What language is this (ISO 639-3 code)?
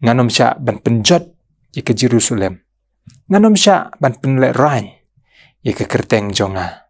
kha